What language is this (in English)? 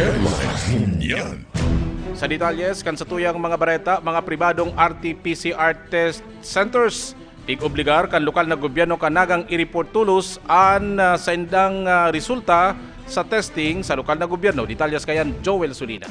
Bikol